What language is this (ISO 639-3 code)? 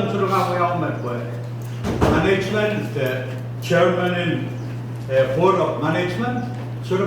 pon